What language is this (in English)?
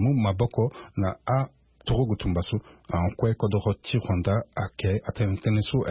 Sango